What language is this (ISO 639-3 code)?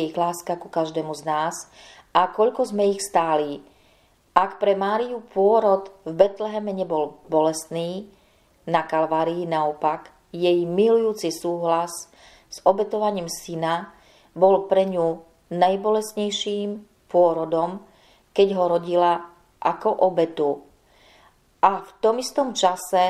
slk